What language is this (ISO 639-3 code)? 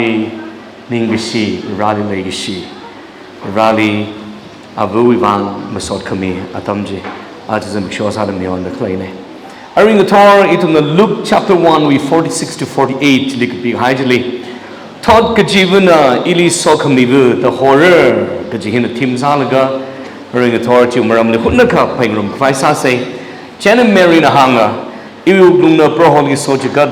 nmf